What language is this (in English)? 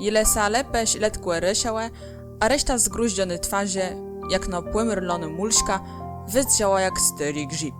Kashubian